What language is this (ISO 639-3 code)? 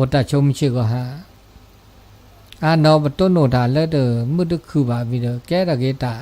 ksw